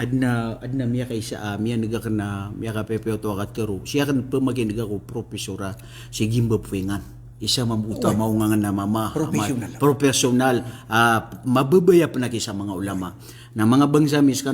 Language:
Maranao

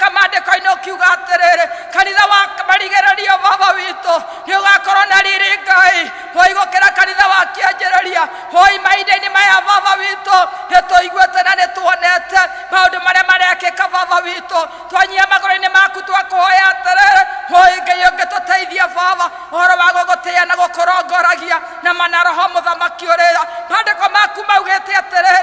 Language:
Kikuyu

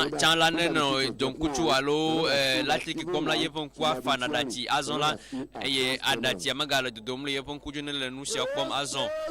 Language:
Ewe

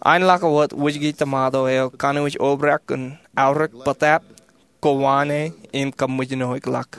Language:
Marshallese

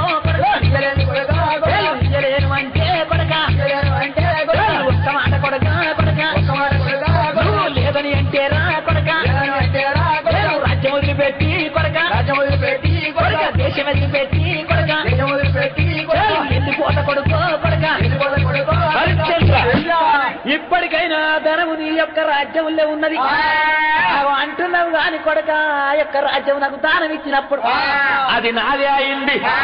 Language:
Telugu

